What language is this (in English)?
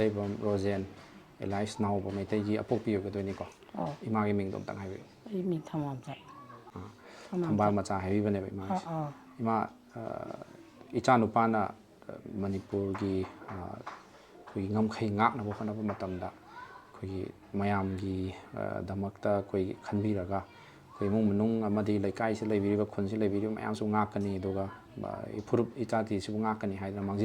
Manipuri